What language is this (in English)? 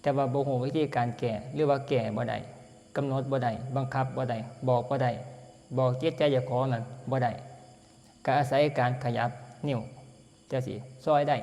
Northeastern Thai